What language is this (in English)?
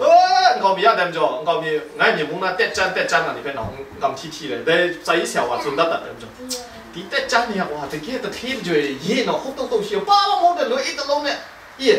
Kachin